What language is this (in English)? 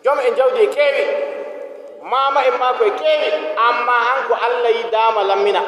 Nigerian Fulfulde